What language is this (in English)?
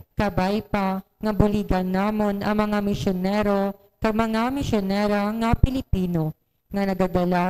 Hiligaynon